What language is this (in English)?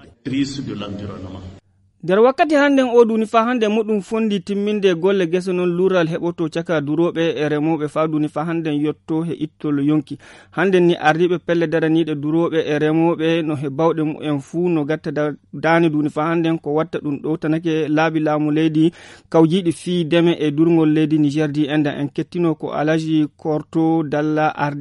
Fula